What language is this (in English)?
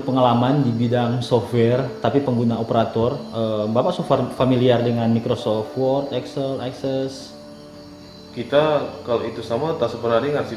Manado Malay